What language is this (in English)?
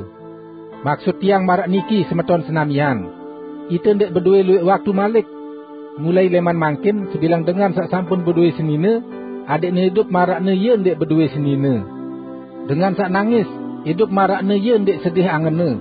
Sasak